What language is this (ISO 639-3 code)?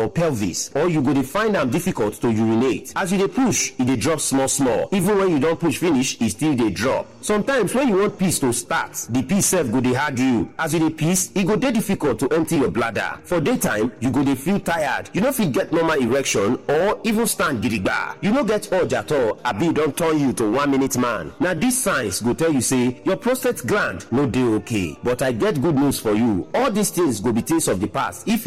pcm